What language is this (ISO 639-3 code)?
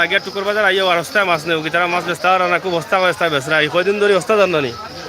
syl